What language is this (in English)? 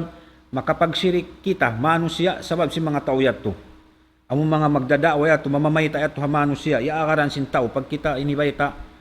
Tausug